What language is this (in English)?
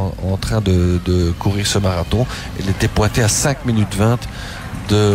French